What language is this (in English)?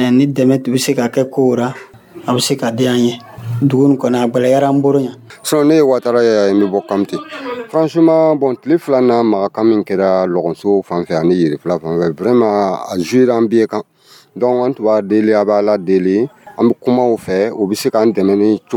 Dyula